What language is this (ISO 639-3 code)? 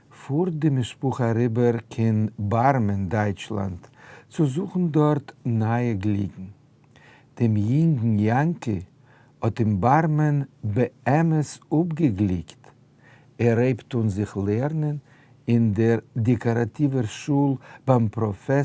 yid